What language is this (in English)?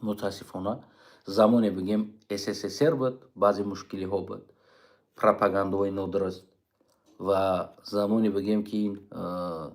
Tajik